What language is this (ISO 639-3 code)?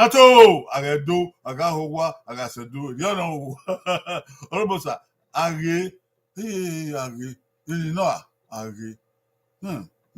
bin